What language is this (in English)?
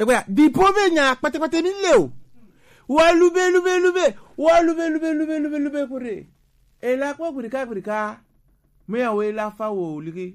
Gen